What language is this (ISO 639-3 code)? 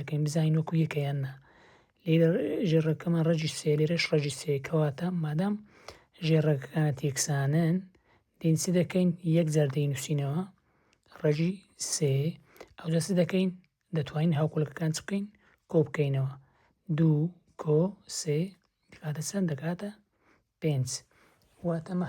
ckb